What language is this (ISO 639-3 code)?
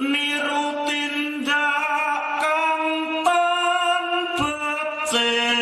jav